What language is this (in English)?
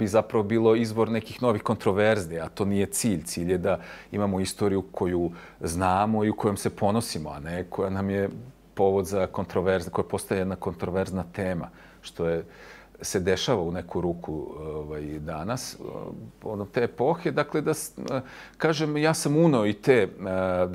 Serbian